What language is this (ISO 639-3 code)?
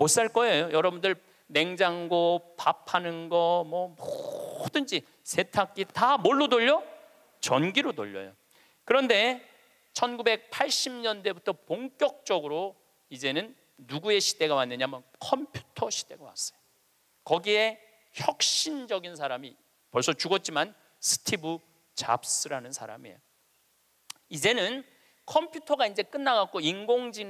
kor